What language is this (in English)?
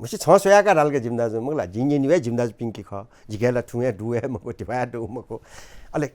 Newari